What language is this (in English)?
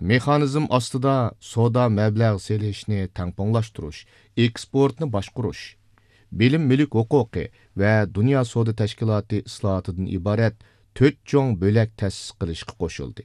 Uyghur